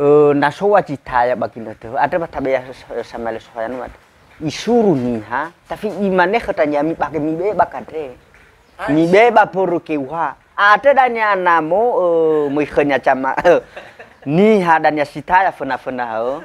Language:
Nias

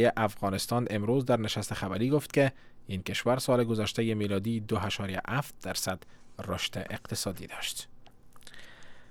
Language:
Persian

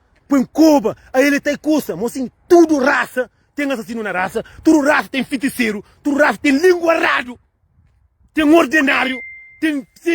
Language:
Kabuverdianu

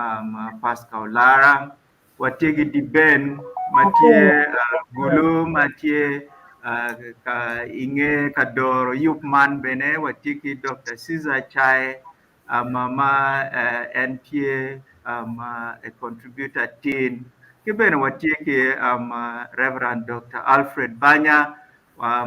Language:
Acoli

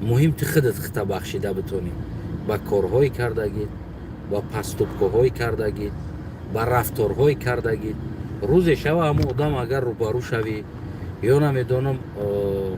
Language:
Tajik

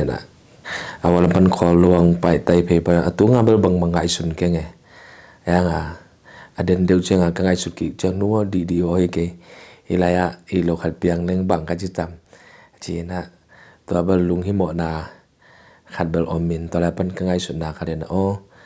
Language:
Tedim Chin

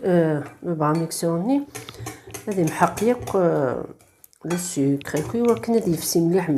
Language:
Kabyle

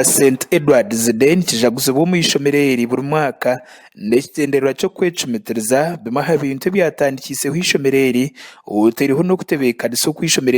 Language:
Nyankole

